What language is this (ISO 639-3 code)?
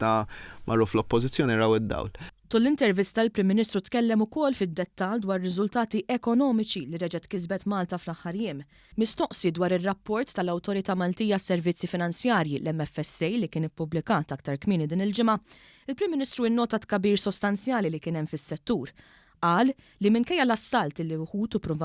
mlt